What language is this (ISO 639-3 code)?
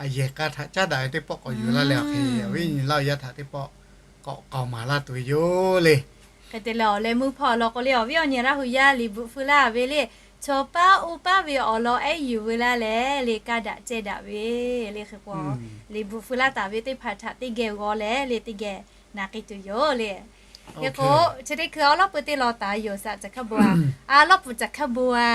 lhu